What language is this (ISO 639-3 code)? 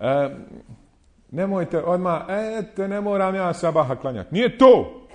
bos